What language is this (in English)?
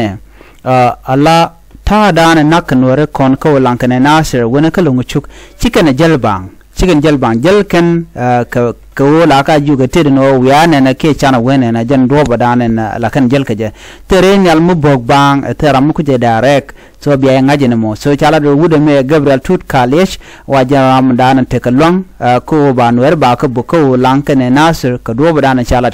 Nuer